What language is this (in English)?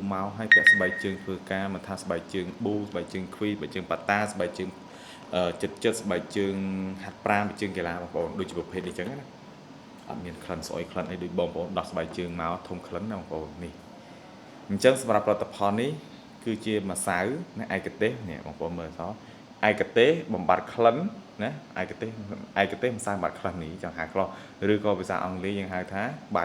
Khmer